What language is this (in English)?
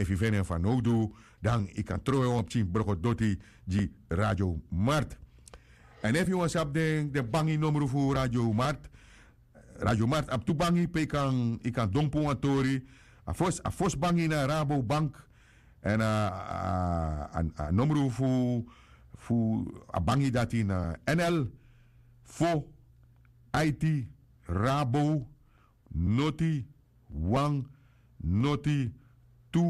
Sranan Tongo